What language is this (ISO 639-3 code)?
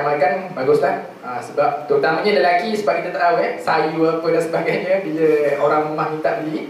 msa